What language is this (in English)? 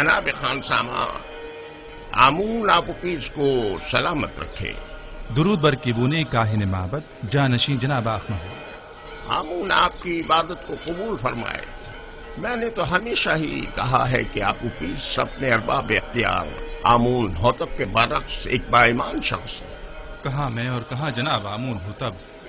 Urdu